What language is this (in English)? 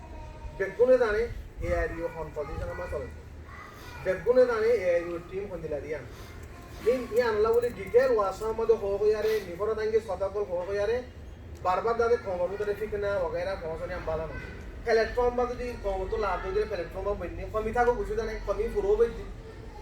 Rohingya